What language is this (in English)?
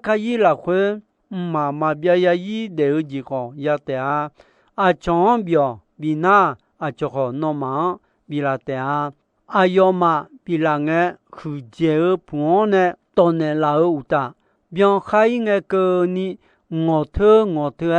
Akha